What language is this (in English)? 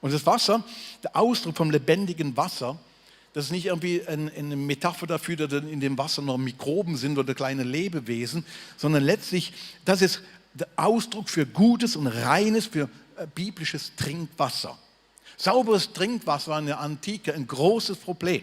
Swiss German